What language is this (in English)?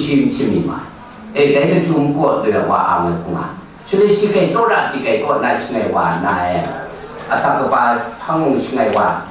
Kachin